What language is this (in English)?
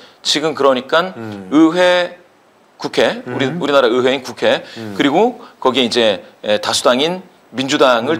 Korean